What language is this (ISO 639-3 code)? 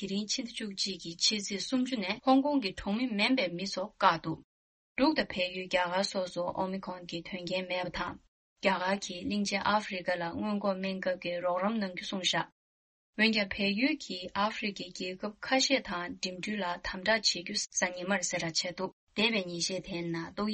bod